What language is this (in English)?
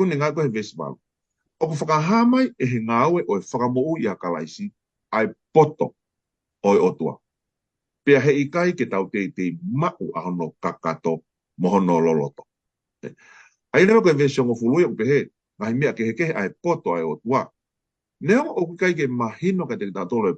Tongan